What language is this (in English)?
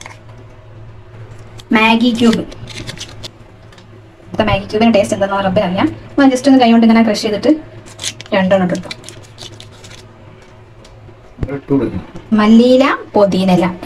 Malayalam